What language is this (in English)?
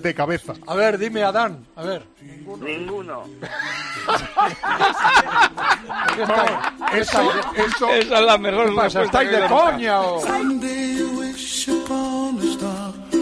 Spanish